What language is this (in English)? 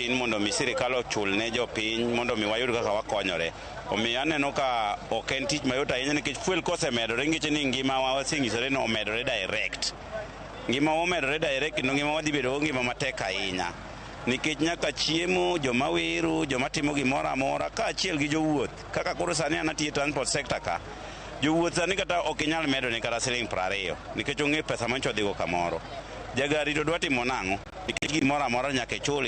Luo (Kenya and Tanzania)